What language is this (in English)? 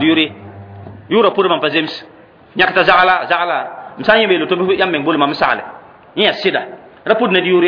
Mossi